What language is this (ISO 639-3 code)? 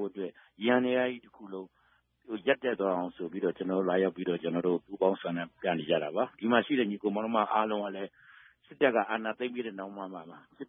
mya